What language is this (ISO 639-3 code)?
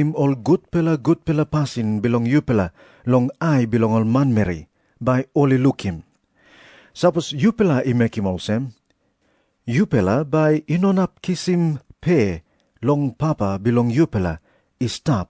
tpi